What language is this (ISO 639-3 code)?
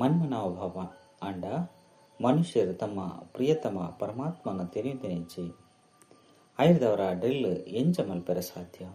tcy